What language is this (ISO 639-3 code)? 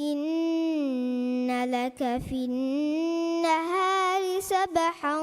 div